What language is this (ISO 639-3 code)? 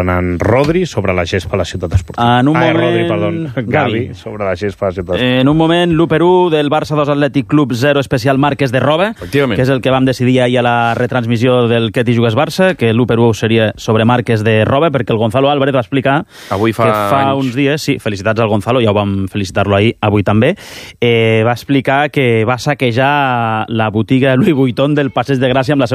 cat